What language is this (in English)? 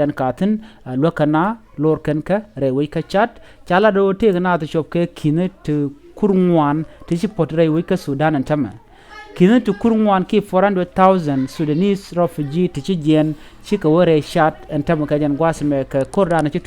Nuer